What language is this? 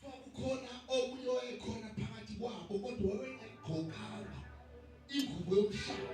Zulu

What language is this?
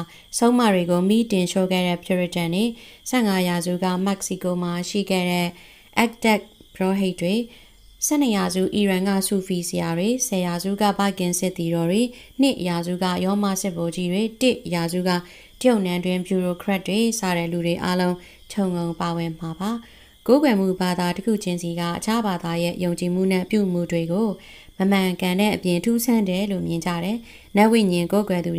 Burmese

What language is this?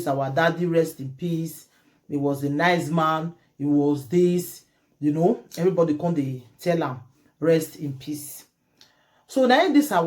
Nigerian Pidgin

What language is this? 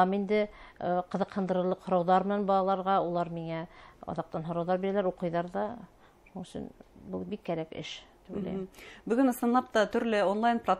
Bashkir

